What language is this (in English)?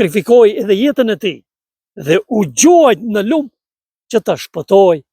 Albanian